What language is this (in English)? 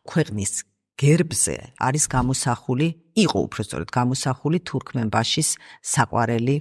Georgian